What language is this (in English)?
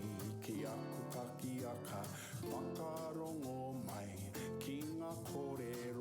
Māori